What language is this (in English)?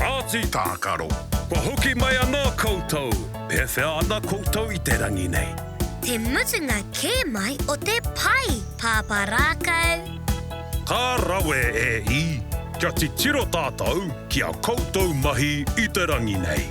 Māori